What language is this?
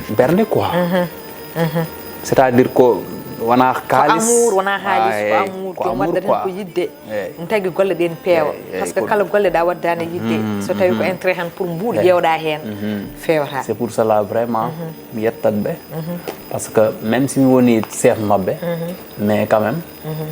Fula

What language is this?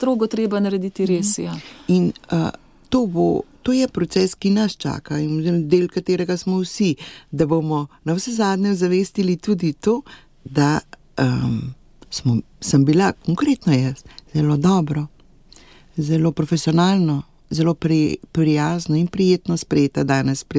Slovenian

